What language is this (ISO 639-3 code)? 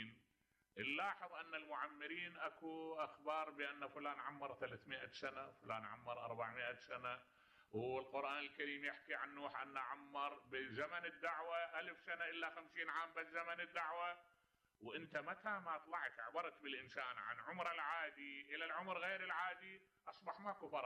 acm